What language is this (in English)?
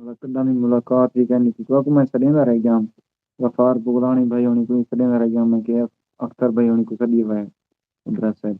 Saraiki